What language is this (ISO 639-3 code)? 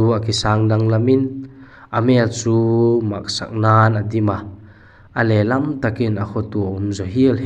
vap